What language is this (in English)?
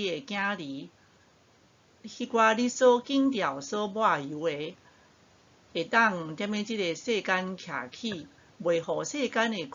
Min Nan Chinese